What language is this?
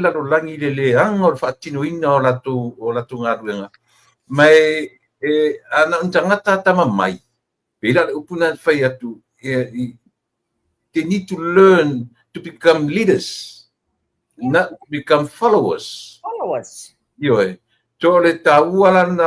Samoan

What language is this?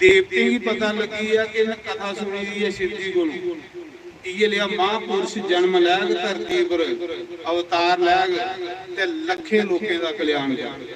Dogri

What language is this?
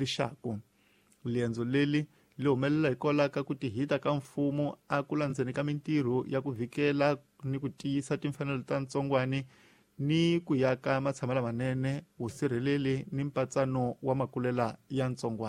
Tsonga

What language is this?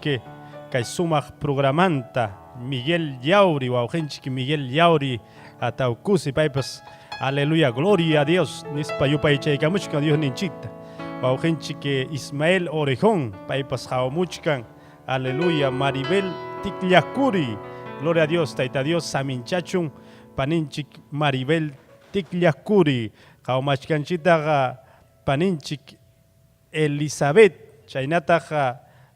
Ayacucho Quechua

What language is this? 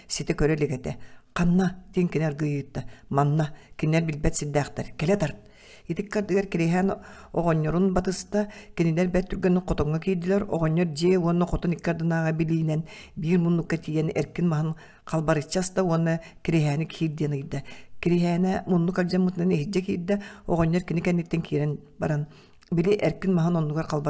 Yakut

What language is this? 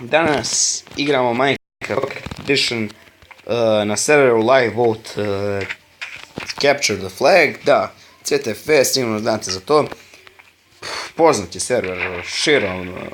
Bosnian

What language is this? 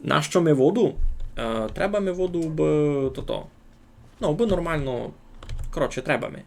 Rusyn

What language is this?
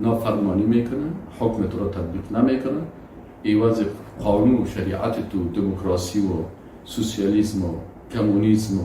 Persian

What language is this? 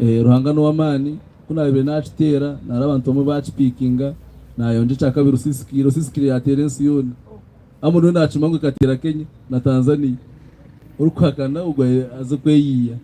Nyankole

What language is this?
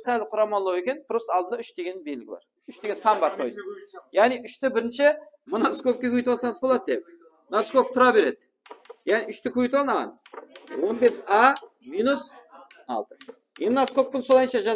Kara-Kalpak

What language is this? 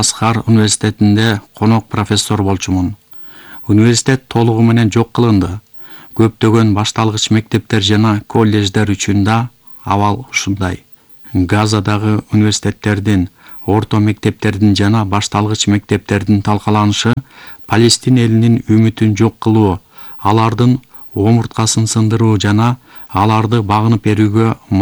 Kyrgyz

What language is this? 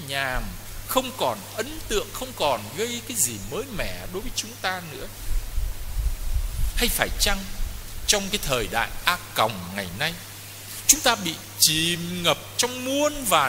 Vietnamese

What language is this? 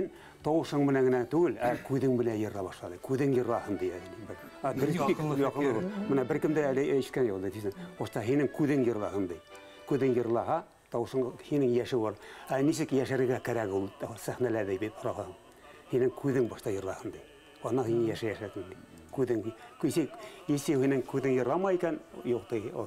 Bashkir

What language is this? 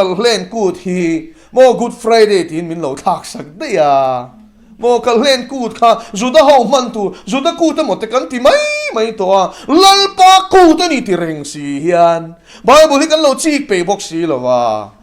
Mizo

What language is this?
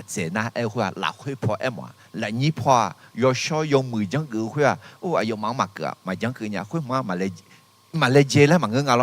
Akha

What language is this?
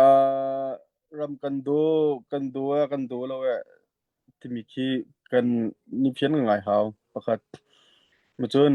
Hakha Chin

